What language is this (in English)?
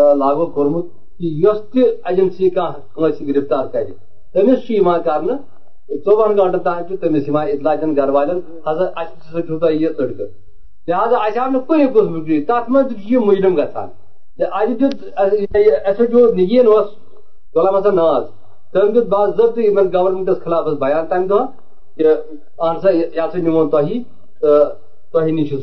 Kashmiri